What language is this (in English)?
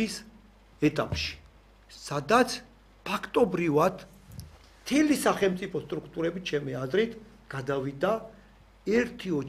Georgian